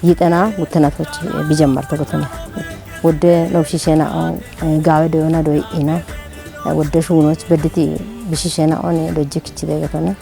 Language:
Kafa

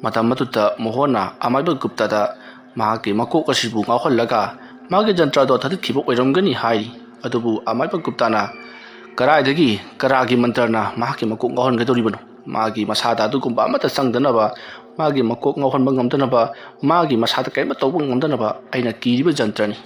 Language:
Manipuri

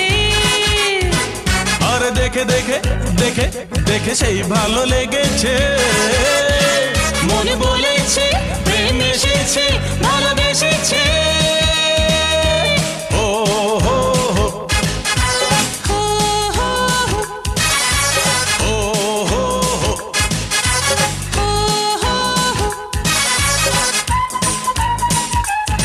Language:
Bangla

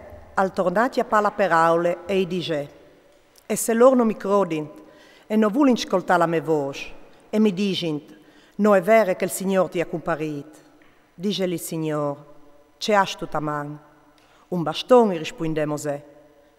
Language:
Friulian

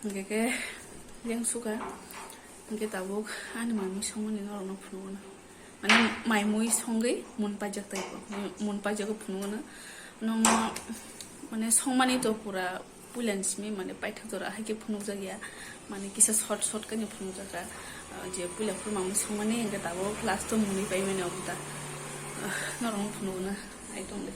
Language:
Kok Borok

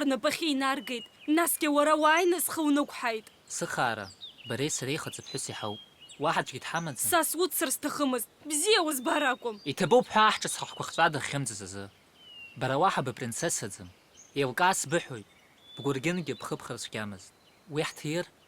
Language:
Abkhazian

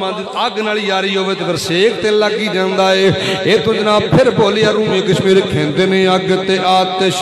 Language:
Western Panjabi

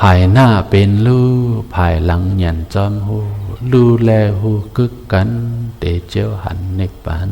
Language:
Shan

